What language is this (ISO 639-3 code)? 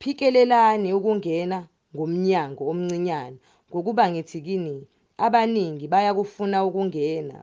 zul